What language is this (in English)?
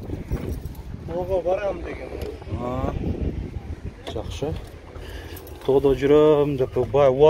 Kyrgyz